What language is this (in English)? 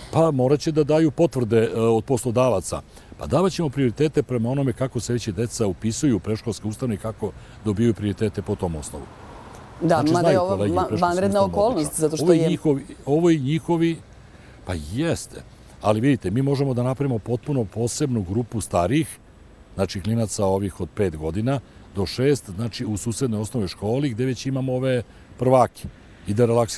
Serbian